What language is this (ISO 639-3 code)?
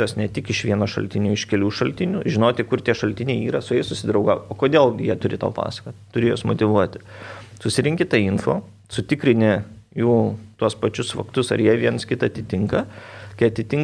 lit